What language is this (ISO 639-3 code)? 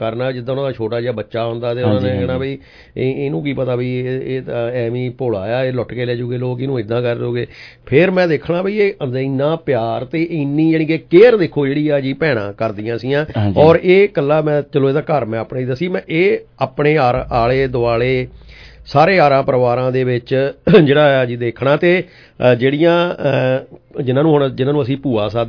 pan